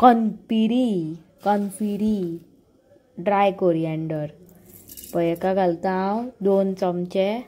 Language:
Konkani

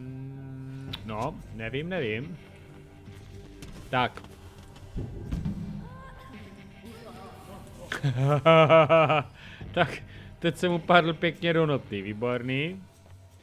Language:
Czech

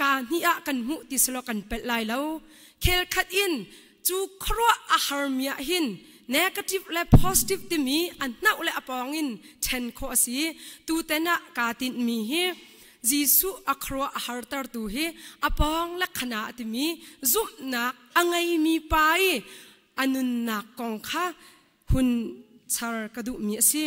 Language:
Hakha Chin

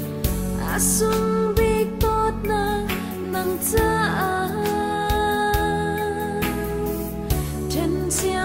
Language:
Vietnamese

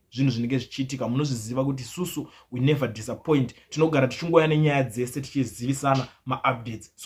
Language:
Shona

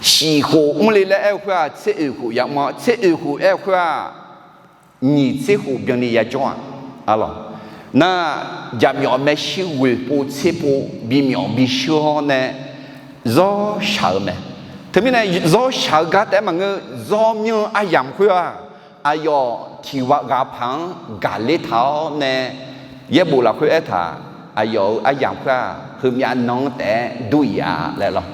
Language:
Akha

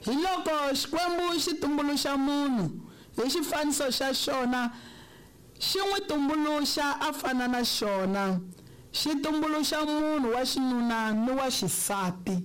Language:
Tsonga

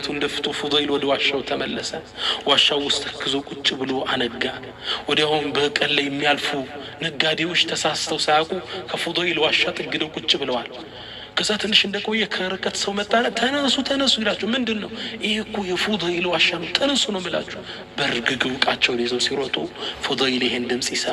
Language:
Amharic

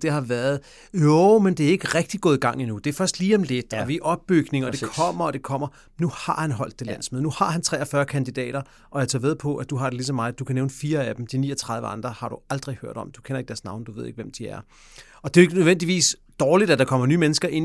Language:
Danish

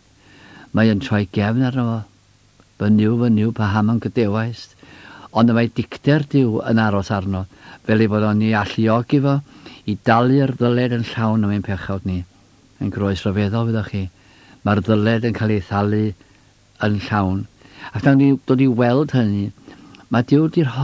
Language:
Welsh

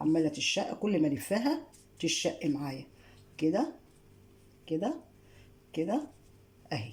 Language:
Egyptian Arabic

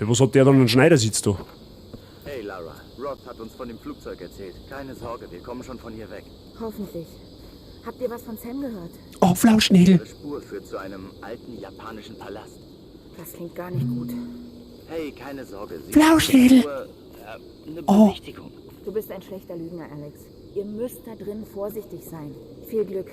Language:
Bavarian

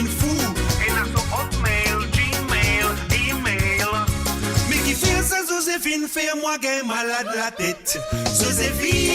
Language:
Morisyen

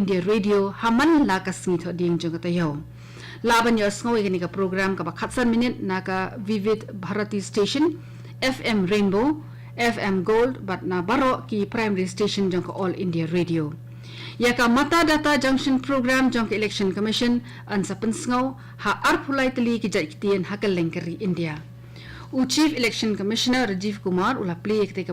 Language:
Khasi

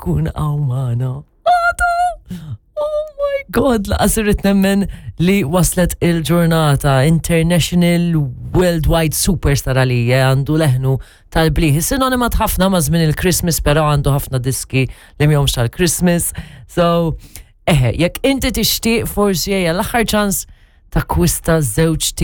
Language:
Maltese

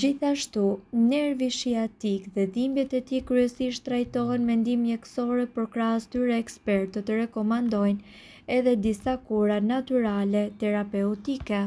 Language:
Albanian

